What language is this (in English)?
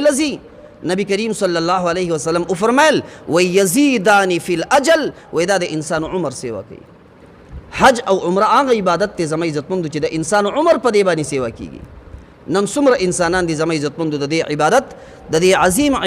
Pashto